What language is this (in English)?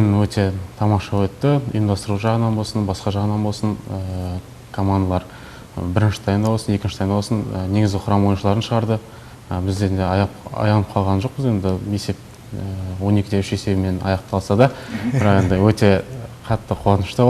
Kazakh